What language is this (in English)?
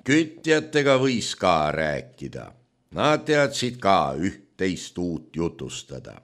Estonian